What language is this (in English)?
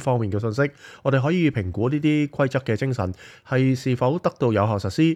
Cantonese